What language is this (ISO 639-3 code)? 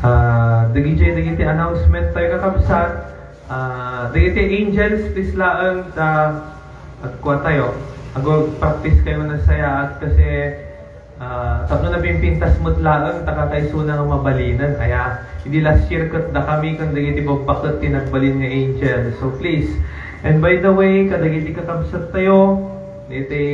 ilo